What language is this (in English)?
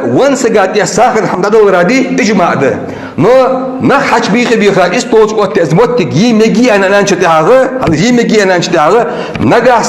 Ingush